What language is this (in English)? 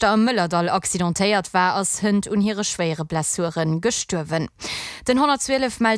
Luxembourgish